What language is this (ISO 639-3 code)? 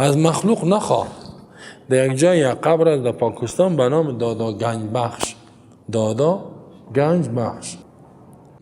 fas